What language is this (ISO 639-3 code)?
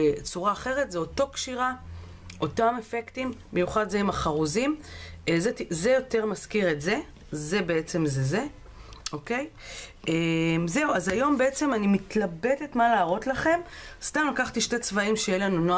heb